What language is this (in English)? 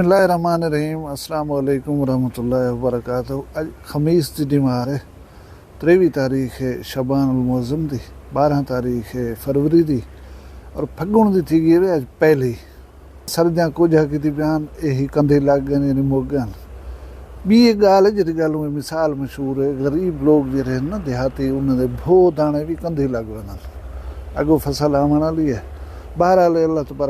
Saraiki